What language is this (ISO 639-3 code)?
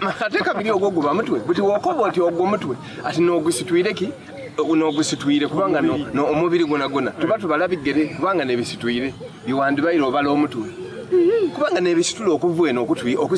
xog